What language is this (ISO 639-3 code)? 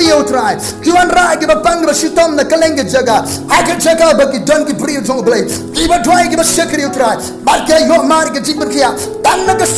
kha